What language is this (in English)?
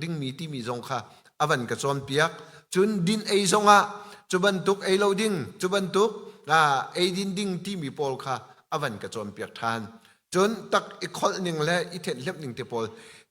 Hakha Chin